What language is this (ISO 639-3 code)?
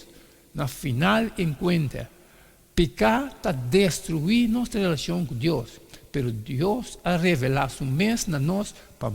pap